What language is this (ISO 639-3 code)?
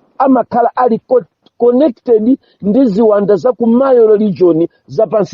nya